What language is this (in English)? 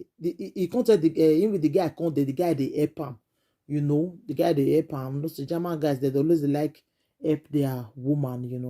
Nigerian Pidgin